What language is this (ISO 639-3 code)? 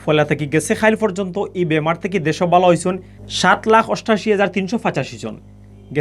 syl